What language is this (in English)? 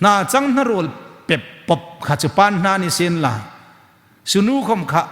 Hmar